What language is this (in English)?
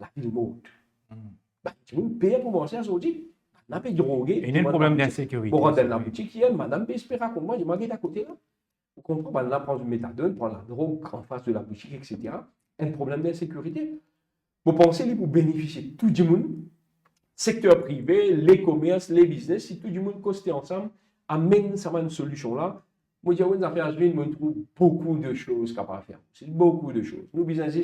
Morisyen